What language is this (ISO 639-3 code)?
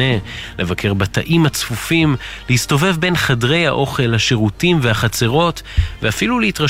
heb